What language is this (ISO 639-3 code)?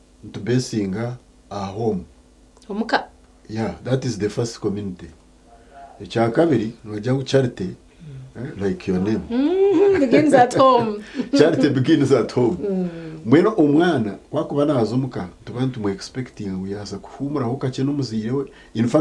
nyn